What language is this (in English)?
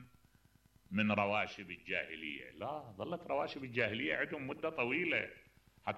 Mesopotamian Arabic